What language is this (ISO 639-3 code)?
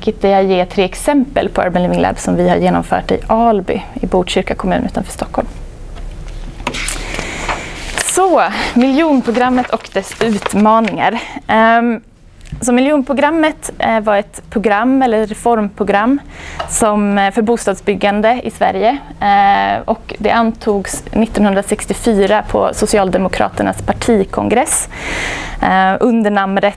swe